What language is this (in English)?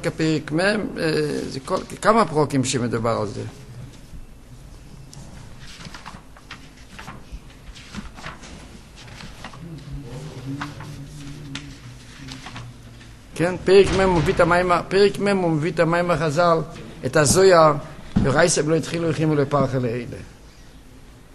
Hebrew